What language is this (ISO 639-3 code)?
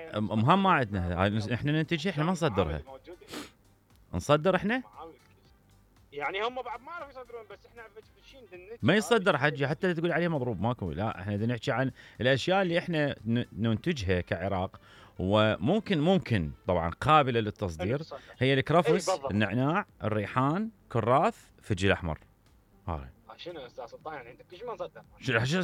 acm